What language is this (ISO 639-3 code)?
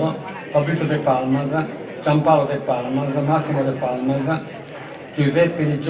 srd